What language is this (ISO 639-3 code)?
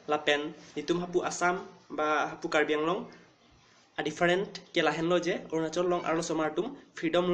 mjw